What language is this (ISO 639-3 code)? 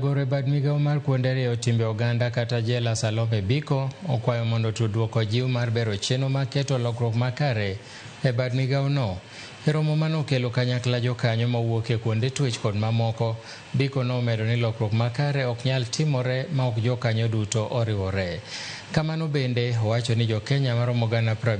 luo